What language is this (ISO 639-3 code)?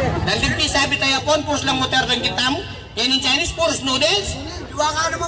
pam